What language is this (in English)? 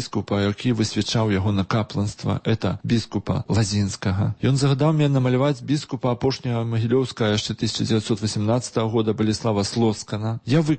Belarusian